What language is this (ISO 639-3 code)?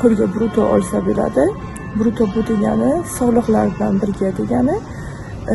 uzb